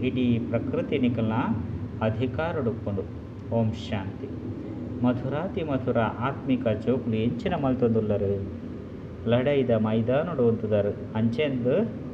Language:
Tulu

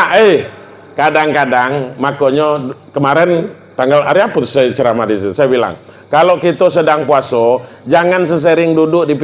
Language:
Minangkabau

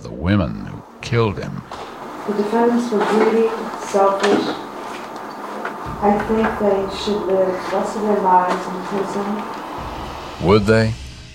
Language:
English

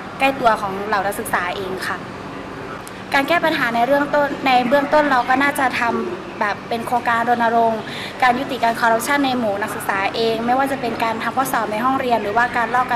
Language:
Thai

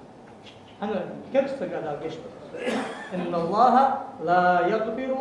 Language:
Ingush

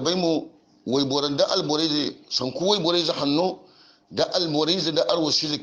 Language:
Hausa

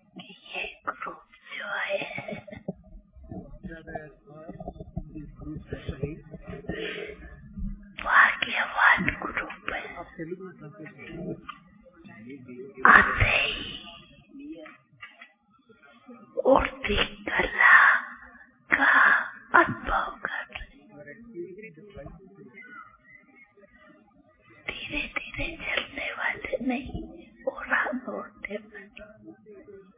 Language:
Hindi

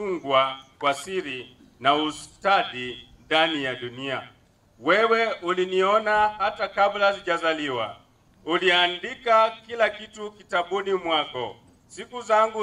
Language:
Swahili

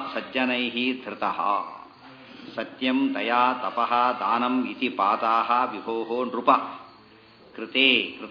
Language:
Kannada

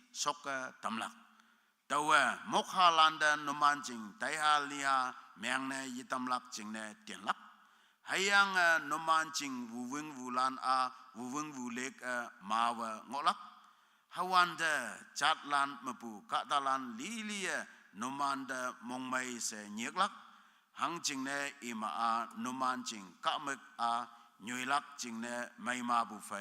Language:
Konyak Naga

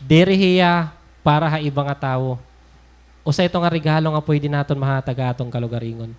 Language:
Waray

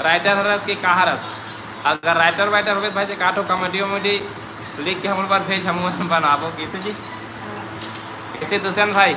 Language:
Chhattisgarhi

